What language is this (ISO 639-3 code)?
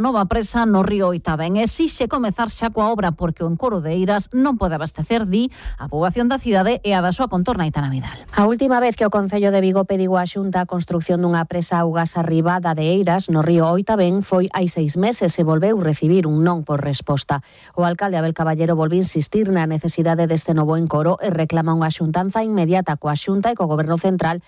glg